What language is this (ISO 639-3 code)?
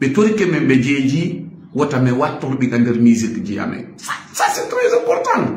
ful